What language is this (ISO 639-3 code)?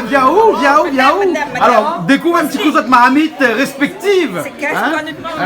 rcf